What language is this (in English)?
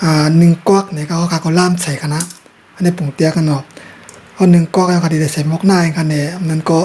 Shan